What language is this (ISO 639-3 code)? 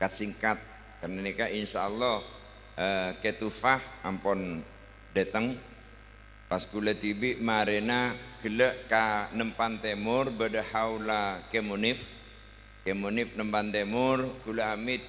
mad